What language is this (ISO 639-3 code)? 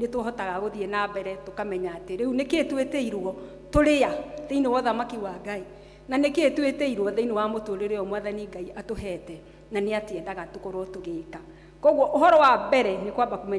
kik